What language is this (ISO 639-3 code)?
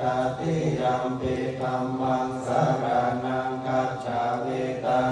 pli